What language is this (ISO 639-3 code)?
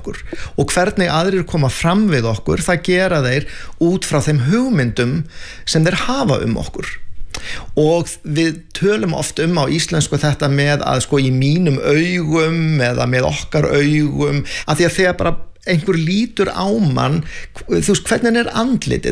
isl